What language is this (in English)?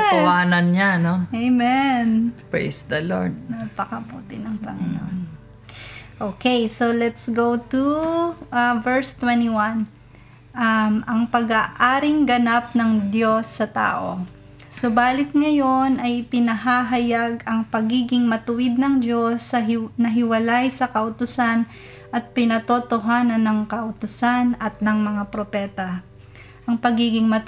Filipino